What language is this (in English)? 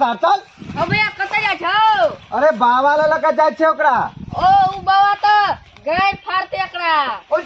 Maithili